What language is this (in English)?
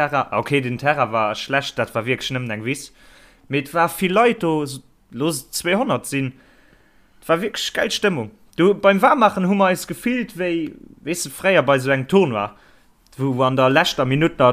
Luxembourgish